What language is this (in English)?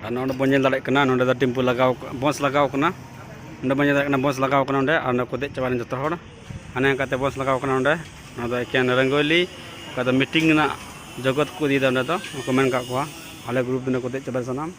Santali